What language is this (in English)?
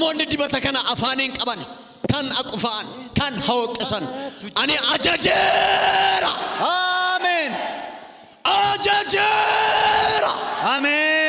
Oromo